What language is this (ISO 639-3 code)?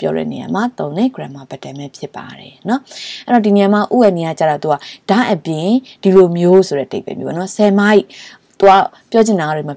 mya